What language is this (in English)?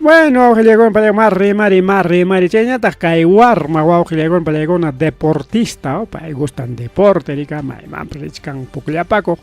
Ayacucho Quechua